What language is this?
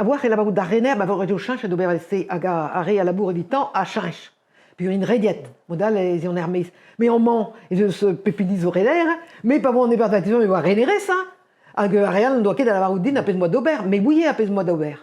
Breton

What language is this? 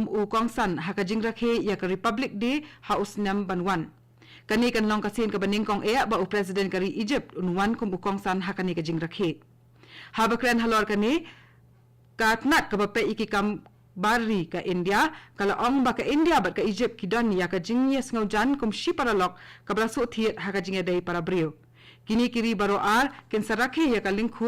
Khasi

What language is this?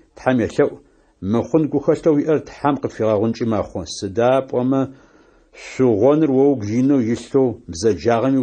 Adyghe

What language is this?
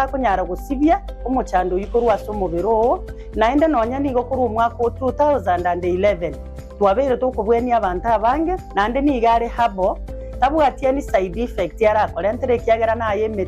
Gusii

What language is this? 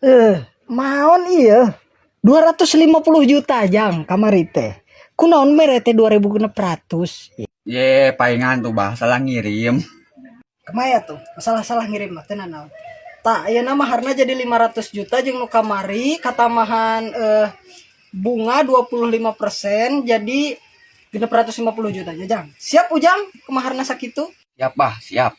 Sundanese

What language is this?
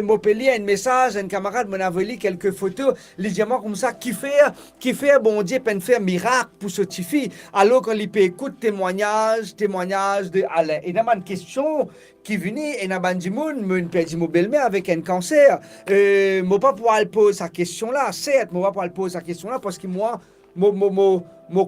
Morisyen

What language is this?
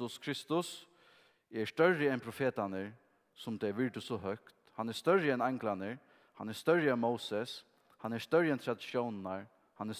Faroese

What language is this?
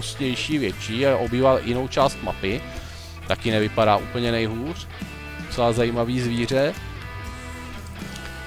Czech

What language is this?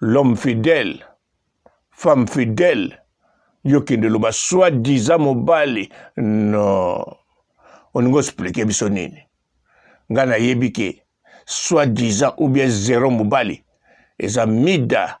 Lingala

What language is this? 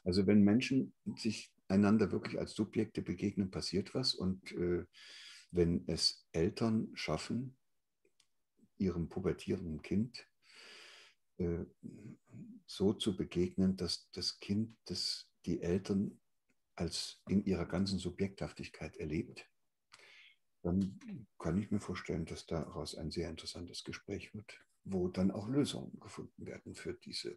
German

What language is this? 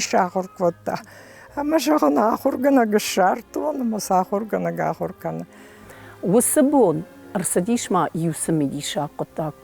Ossetic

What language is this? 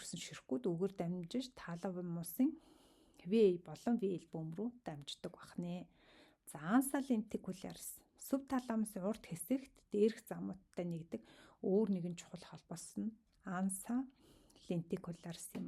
Mongolian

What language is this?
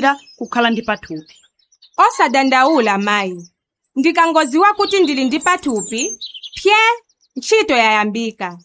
Nyanja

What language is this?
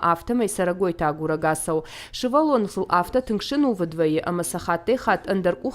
Ossetic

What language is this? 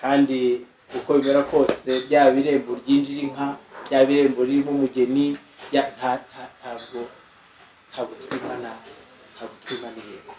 Kinyarwanda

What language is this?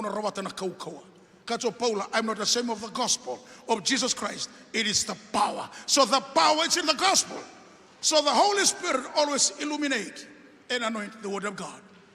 Fijian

